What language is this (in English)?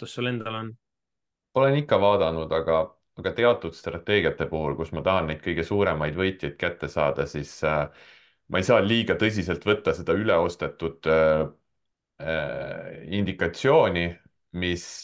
Estonian